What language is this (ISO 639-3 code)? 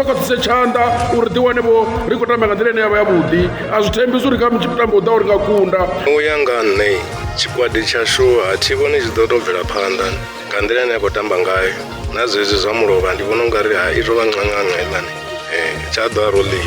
ven